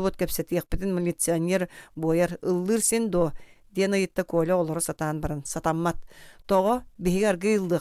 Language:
Yakut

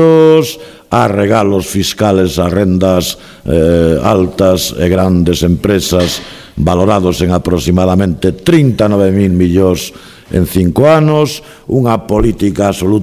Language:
Galician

